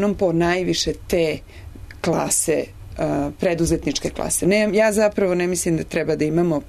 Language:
Serbian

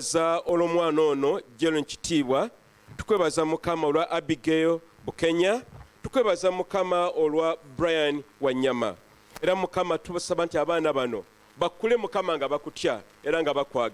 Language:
Ganda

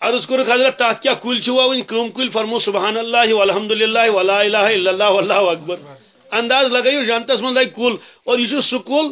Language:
Kashmiri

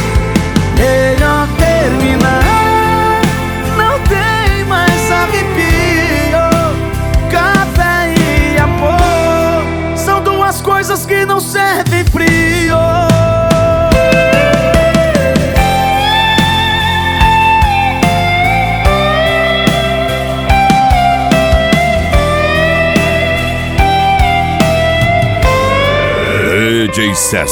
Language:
Portuguese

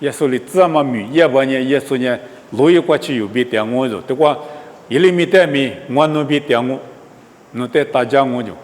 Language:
Lisu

